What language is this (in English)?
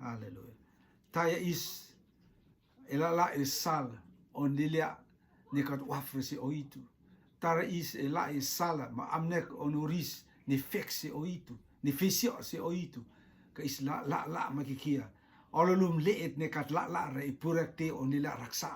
Rotuman